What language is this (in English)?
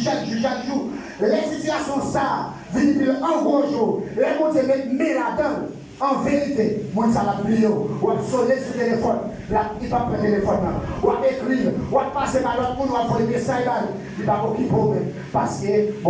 Haitian Creole